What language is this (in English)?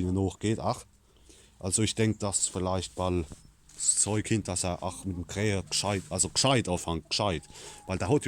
Palatine German